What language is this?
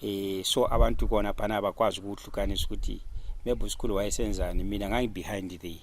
Zulu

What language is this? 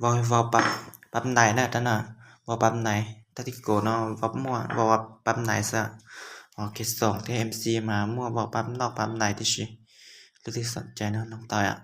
Lao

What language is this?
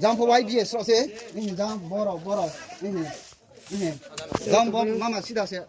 Riang (India)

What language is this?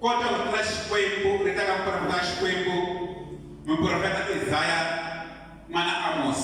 Tsonga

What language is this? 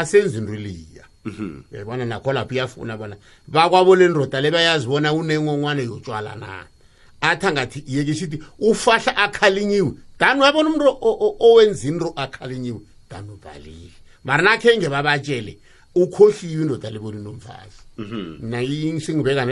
South Ndebele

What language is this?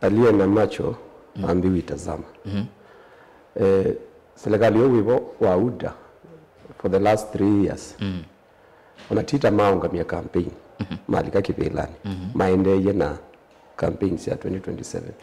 Kamba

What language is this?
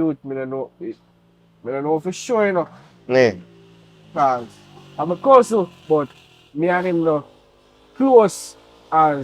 Jamaican Creole English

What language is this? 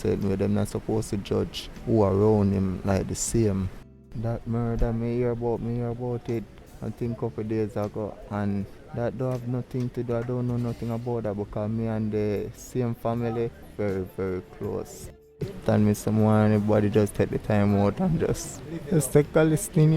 Jamaican Creole English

